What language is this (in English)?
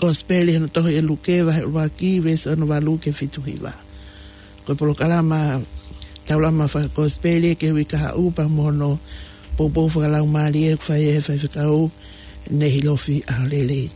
Tongan